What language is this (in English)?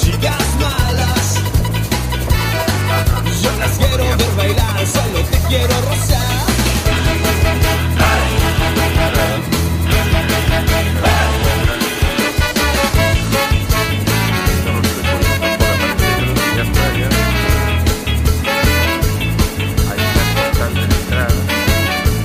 Spanish